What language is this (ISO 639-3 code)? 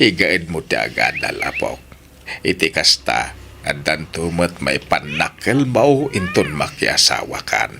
ilo